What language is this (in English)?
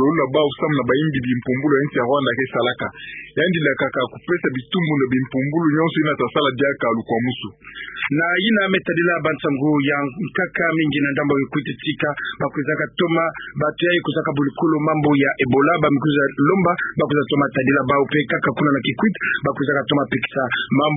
Kituba (Democratic Republic of Congo)